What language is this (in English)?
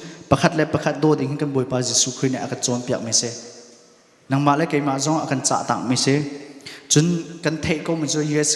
Hakha Chin